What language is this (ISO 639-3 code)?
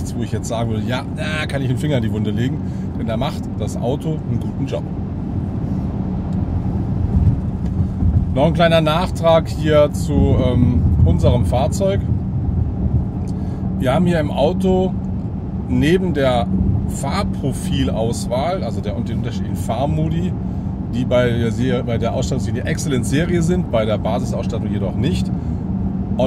deu